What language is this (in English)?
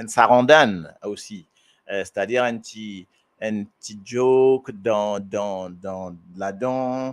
Morisyen